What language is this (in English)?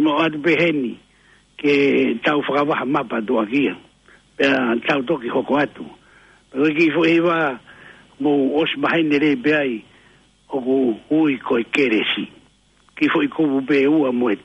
Tongan